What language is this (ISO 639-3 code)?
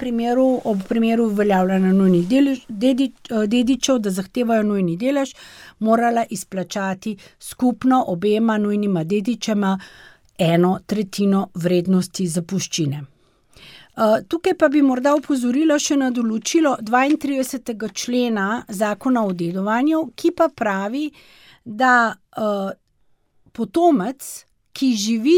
slv